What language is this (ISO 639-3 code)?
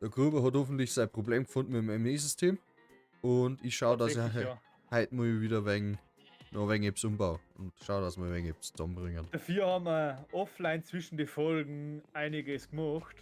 bar